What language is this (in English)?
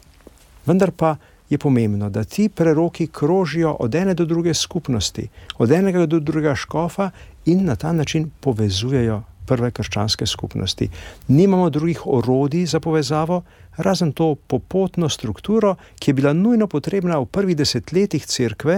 Slovenian